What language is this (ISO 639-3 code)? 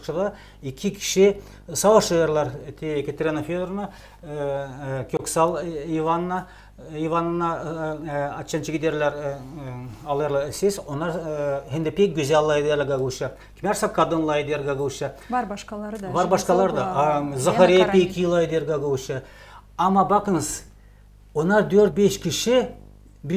gag